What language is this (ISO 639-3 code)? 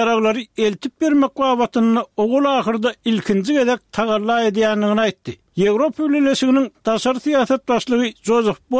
tuk